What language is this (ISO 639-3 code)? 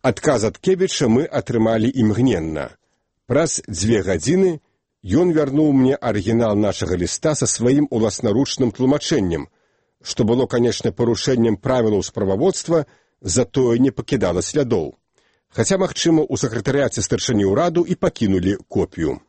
bel